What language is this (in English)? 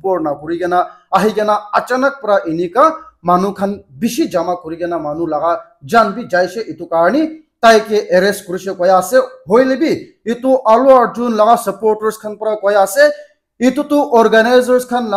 Naga Pidgin